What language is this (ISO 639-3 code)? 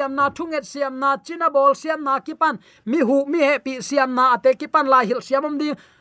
ctd